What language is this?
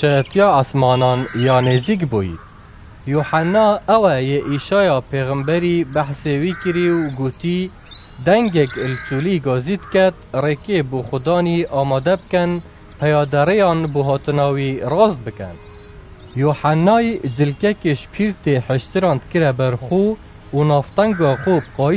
Kurdish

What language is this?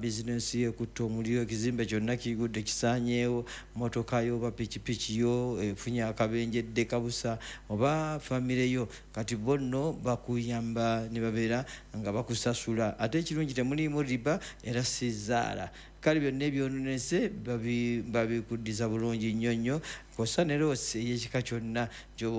Ganda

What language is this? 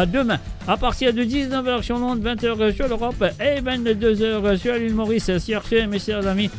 Morisyen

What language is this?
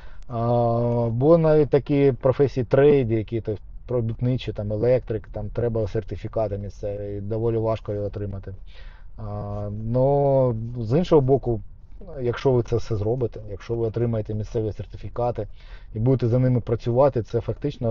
Ukrainian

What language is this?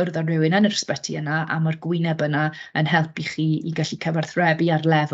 Welsh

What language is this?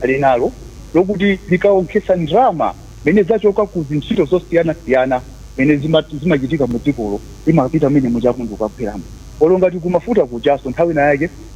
Nyanja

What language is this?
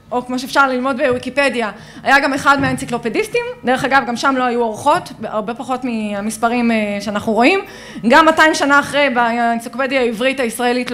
Hebrew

